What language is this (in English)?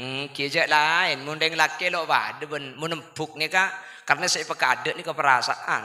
Madurese